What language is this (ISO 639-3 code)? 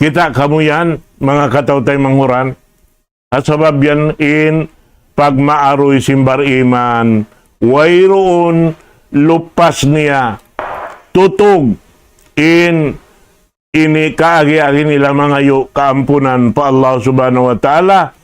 tsg